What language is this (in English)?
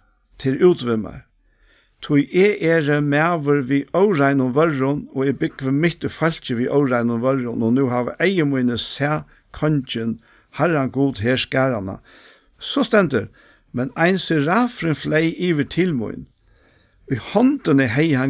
Faroese